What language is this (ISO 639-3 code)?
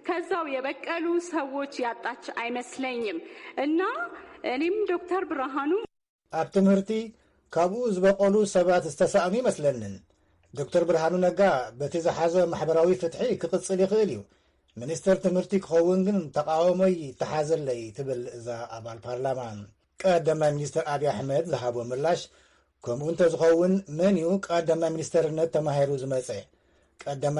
tir